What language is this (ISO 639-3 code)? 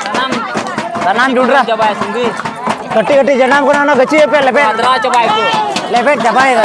sat